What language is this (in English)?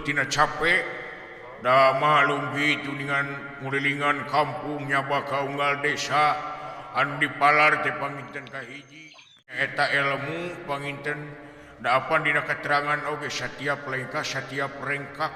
Sundanese